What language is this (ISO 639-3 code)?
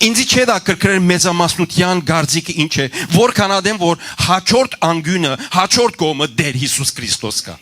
hyw